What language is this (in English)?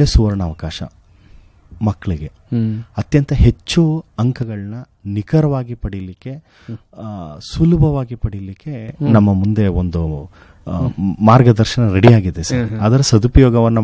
Kannada